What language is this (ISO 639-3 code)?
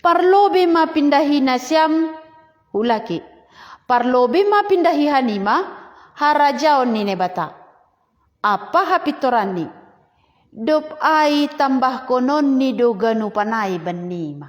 bts